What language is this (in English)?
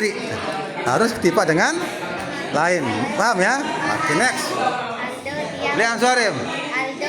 Sasak